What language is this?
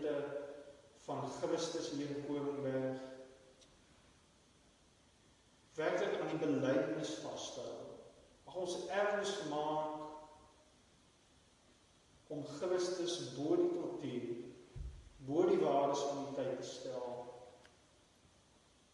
Afrikaans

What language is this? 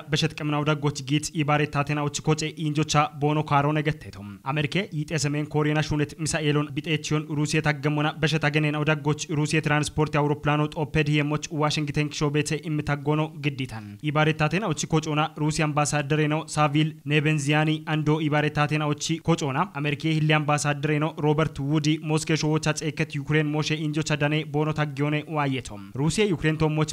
Kafa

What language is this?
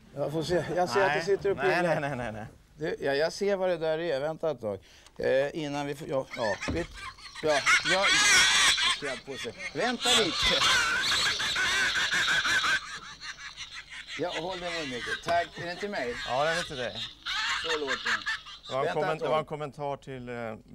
Swedish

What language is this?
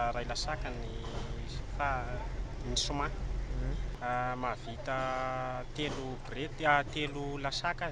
Malagasy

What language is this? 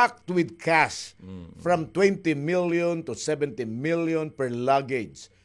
Waray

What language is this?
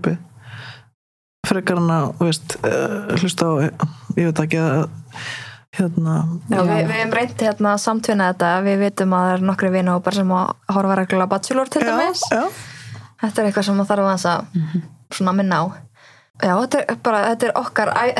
Icelandic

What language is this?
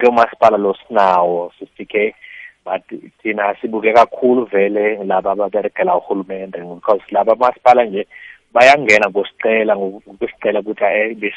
South Ndebele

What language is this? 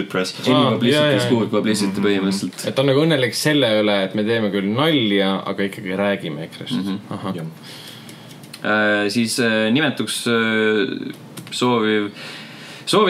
Estonian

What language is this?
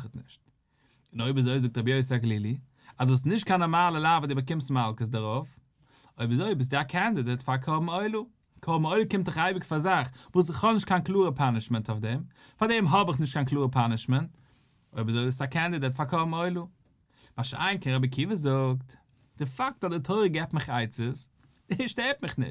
Yiddish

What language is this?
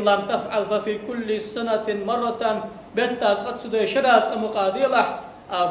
Ingush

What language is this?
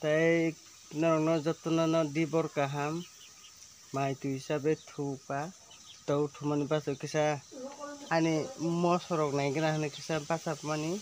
Kok Borok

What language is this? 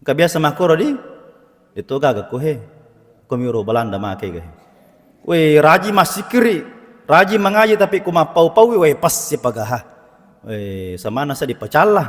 Buginese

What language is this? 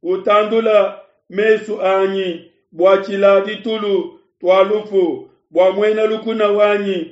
Luba-Lulua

